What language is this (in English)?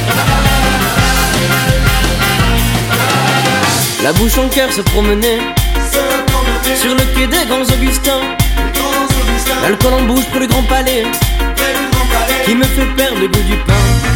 French